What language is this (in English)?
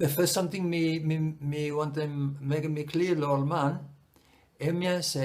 Bislama